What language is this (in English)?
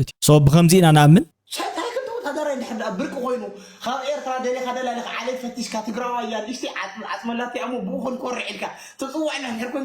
Tigrinya